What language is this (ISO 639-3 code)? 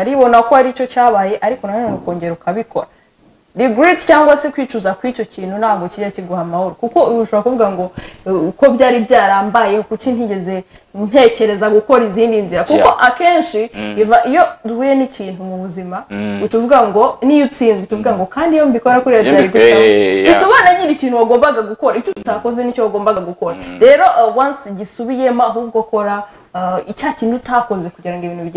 kin